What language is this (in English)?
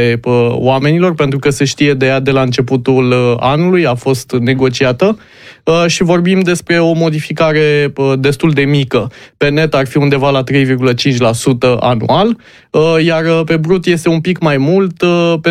Romanian